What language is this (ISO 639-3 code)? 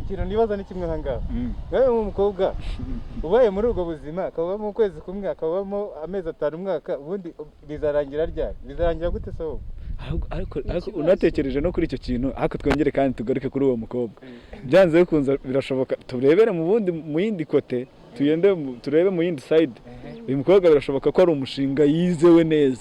kin